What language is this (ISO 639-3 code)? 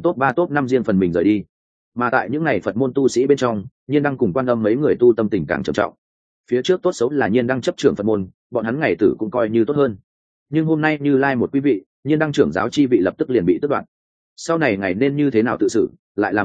vie